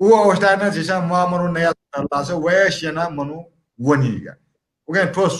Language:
Newari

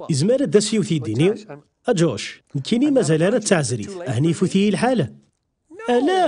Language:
Kabyle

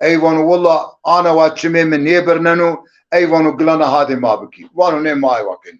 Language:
Zaza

